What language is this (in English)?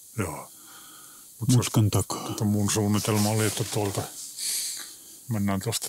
Finnish